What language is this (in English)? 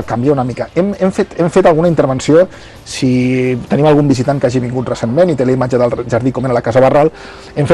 Catalan